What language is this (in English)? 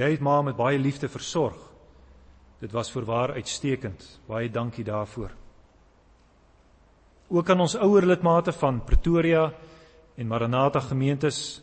Afrikaans